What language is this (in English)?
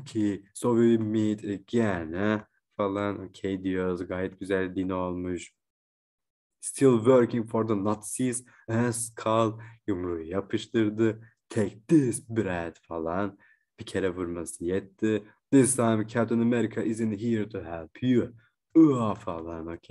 Turkish